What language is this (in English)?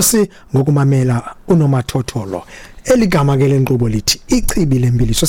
Xhosa